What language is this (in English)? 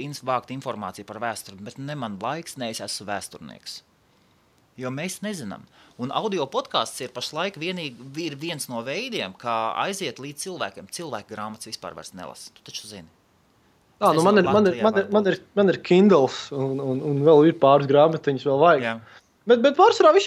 Latvian